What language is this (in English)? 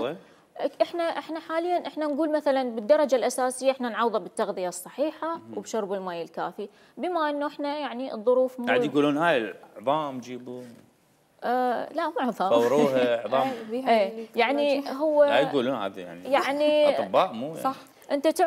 Mesopotamian Arabic